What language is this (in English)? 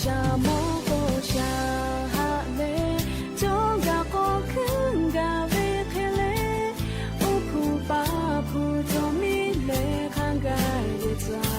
Lahu